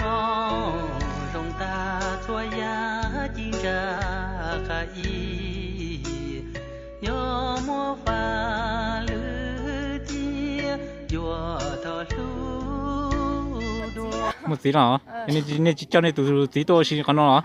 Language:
Hmong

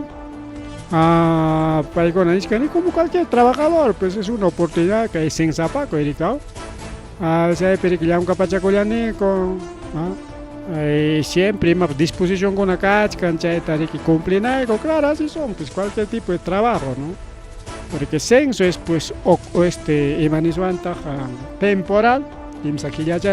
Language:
Ayacucho Quechua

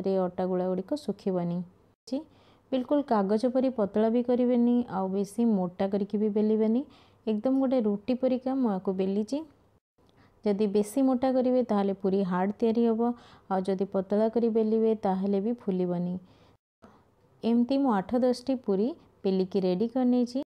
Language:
Odia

